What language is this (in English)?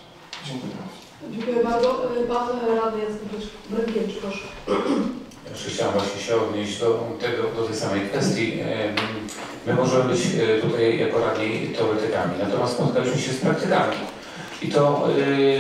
Polish